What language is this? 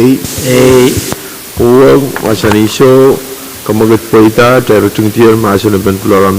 Pohnpeian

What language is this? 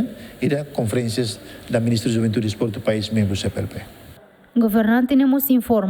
Tetum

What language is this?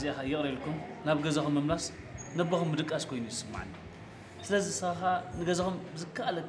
Tigrinya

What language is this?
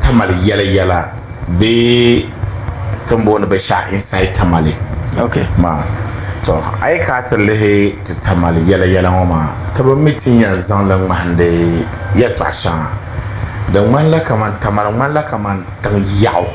Dagbani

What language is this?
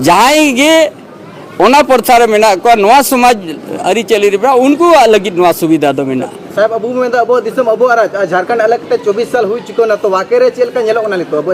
Santali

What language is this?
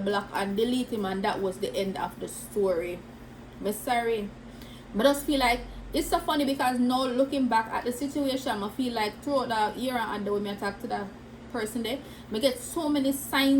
Jamaican Creole English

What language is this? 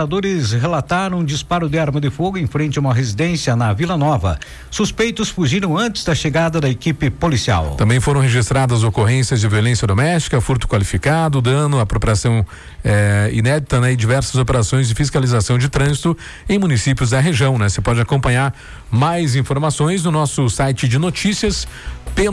Portuguese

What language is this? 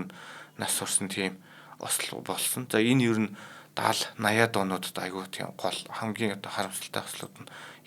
Mongolian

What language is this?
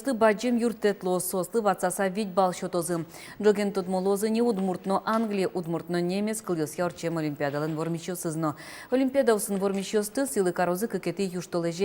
Udmurt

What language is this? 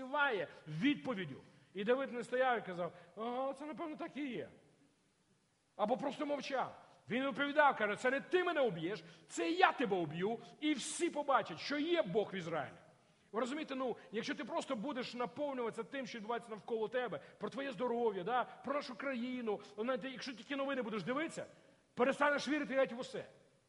Ukrainian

